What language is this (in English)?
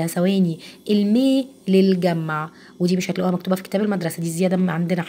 Egyptian Arabic